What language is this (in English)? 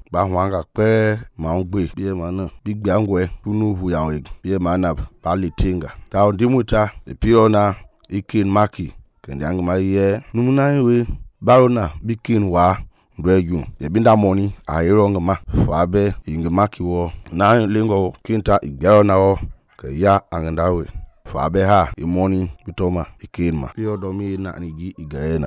Mende